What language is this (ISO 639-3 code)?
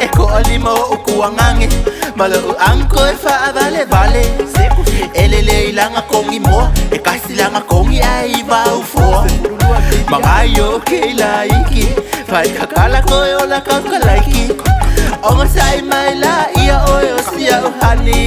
smo